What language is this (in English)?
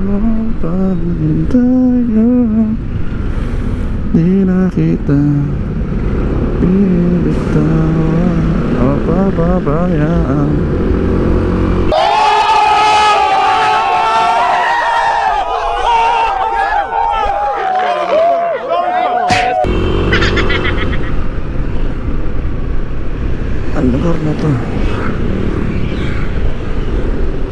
Filipino